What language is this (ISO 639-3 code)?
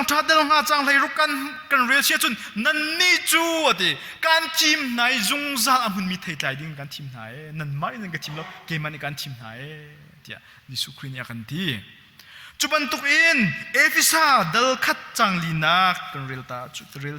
cnh